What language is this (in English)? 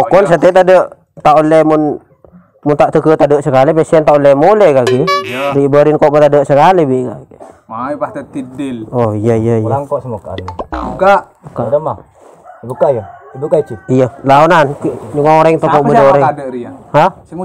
Madurese